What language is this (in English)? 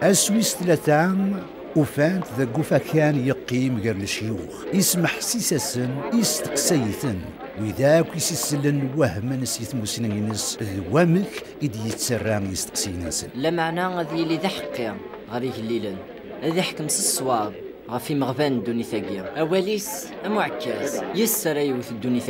Kabyle